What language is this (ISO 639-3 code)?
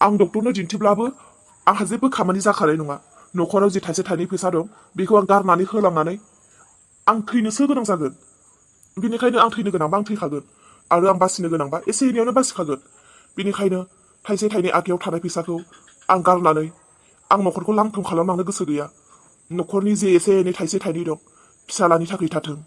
brx